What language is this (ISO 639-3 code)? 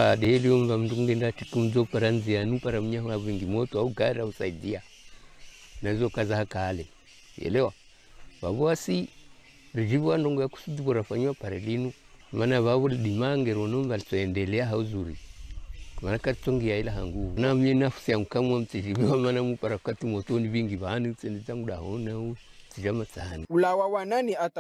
swa